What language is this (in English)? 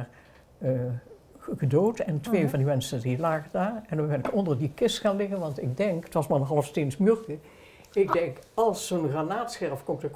Dutch